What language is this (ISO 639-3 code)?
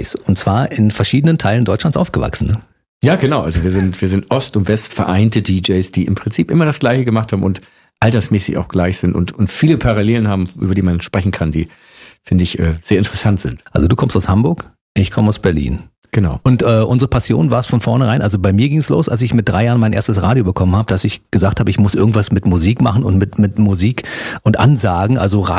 deu